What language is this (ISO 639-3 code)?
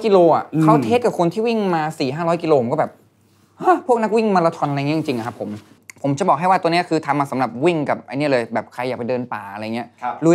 tha